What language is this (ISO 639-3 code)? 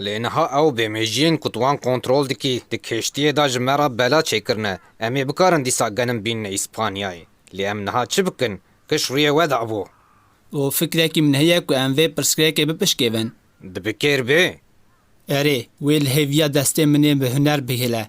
kur